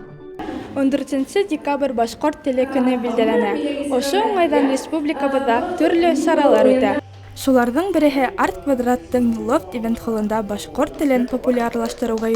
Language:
Bashkir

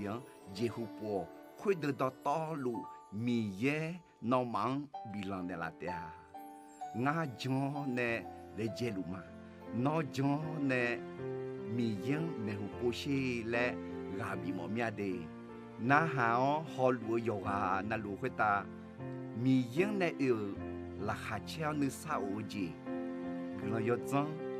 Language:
Akha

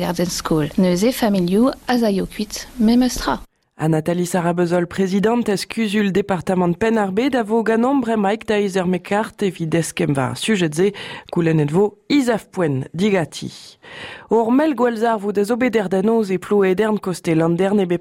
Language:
Breton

